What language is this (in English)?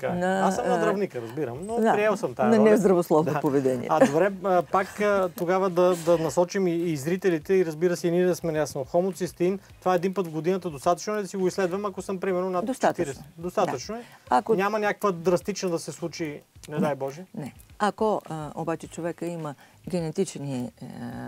Bulgarian